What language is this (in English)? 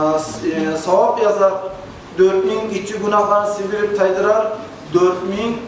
Kumyk